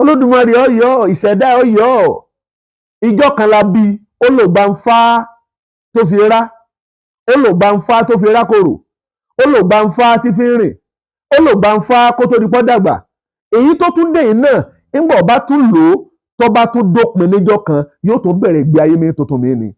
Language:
Yoruba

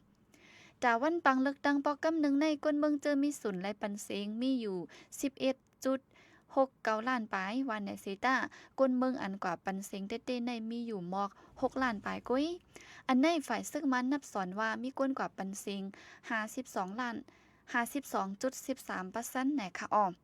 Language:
Shan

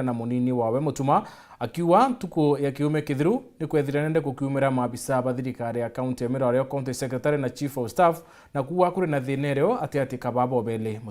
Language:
Meru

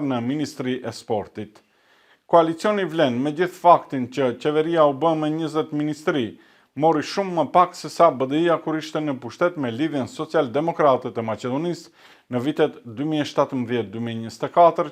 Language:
Albanian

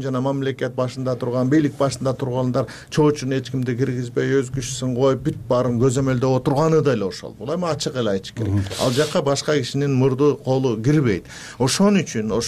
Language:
Kyrgyz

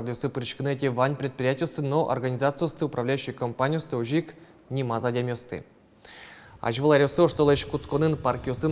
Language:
Udmurt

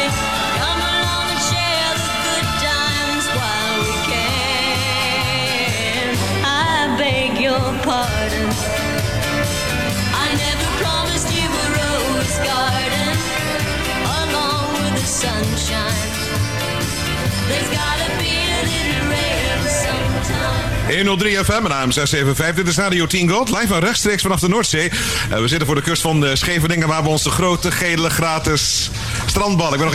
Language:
Dutch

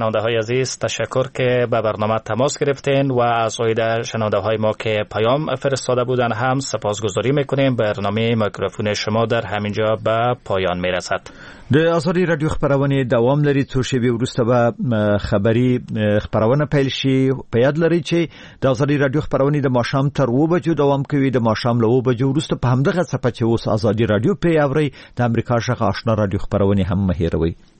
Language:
Persian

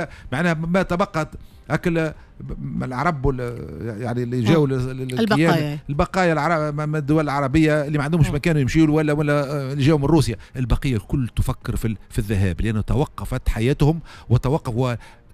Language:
Tunisian Arabic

